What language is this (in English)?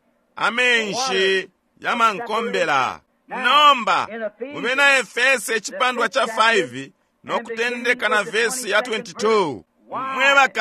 Bemba